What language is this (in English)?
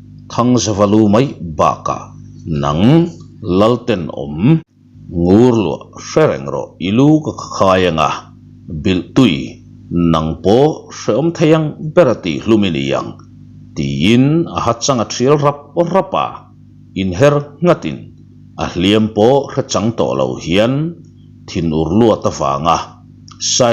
Mizo